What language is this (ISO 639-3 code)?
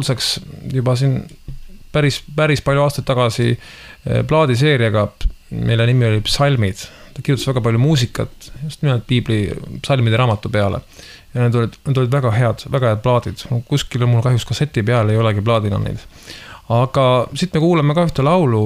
est